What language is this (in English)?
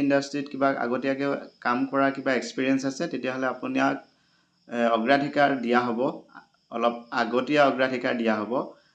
Assamese